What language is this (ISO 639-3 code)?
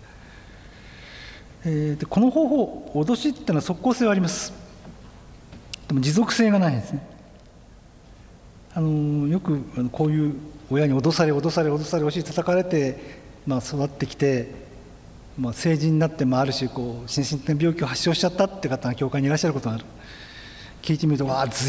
jpn